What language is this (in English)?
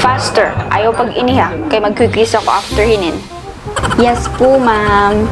Waray